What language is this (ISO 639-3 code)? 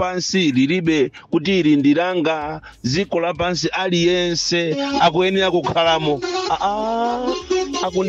nya